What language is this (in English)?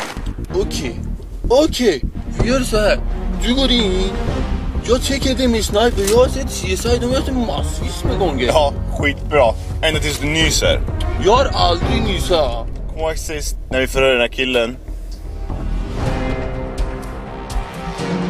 Swedish